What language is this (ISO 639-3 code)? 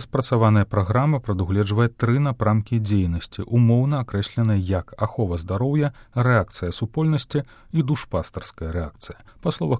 bel